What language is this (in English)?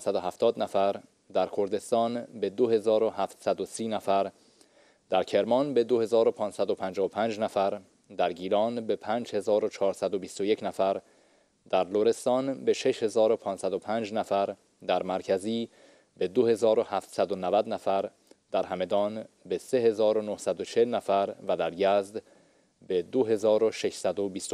Persian